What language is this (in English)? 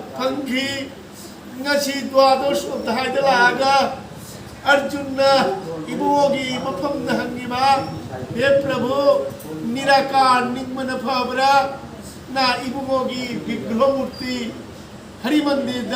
Manipuri